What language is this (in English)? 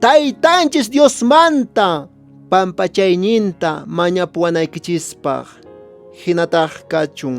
Quechua